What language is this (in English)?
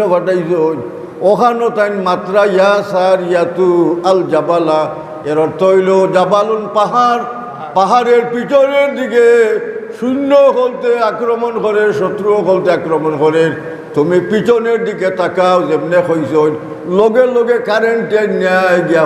Sylheti